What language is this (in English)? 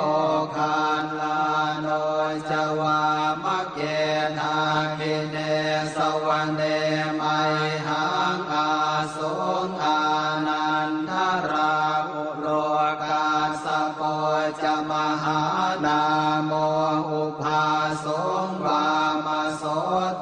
Pali